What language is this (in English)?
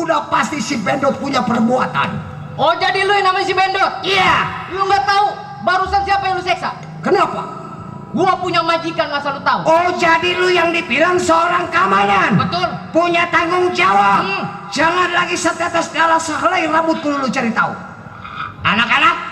Betawi